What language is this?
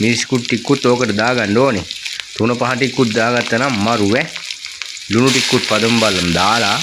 Sinhala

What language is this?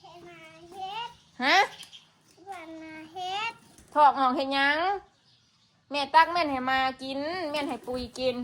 Northeastern Thai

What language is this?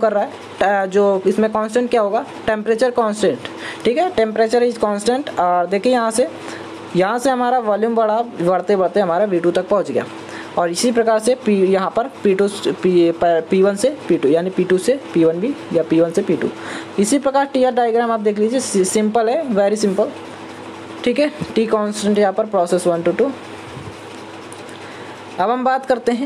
Hindi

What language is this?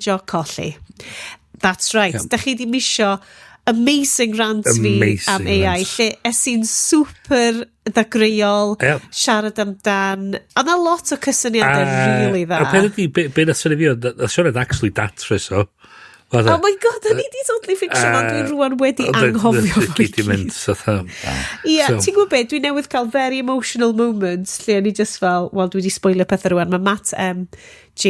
Welsh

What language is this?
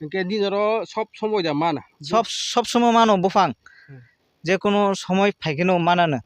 Kok Borok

